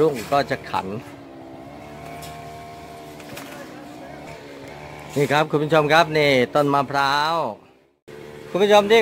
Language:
Thai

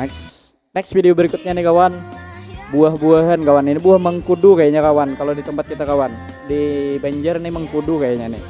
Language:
Banjar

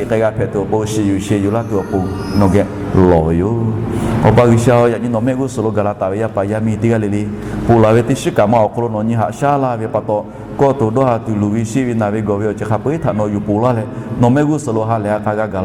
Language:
Lahu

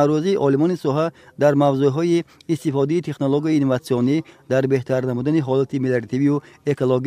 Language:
Tajik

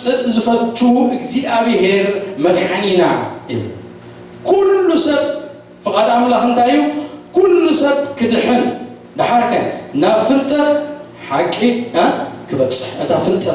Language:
Tigrinya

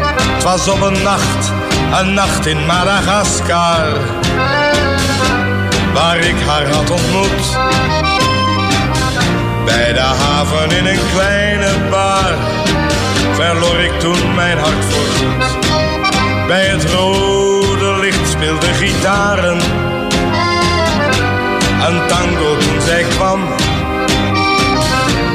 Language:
Dutch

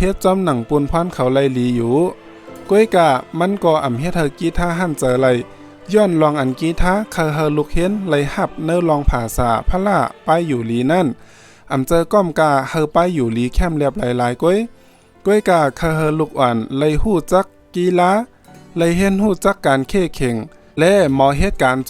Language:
Shan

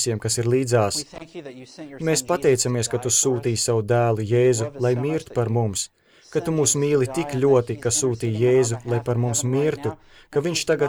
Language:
Latvian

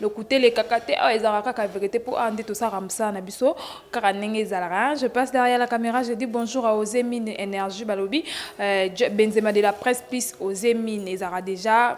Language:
Lingala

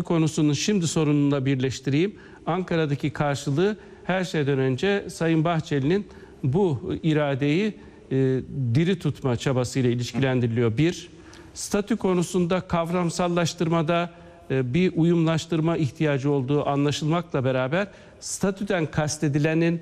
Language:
Turkish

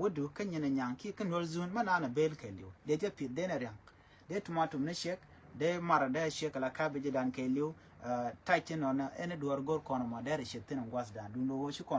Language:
Nuer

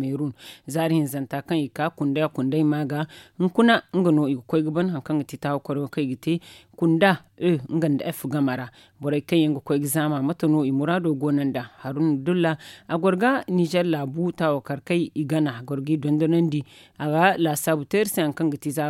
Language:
Zarma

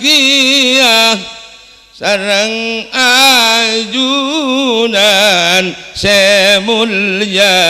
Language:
Madurese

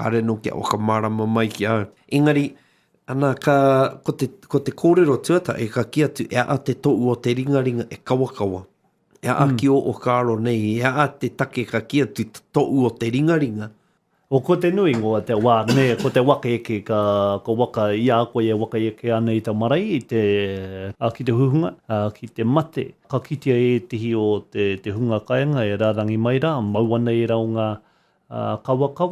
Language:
Māori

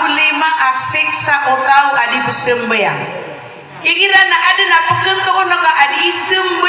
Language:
Maranao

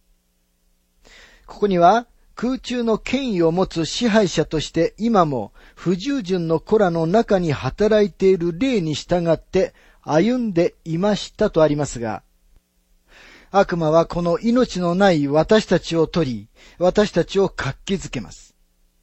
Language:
Japanese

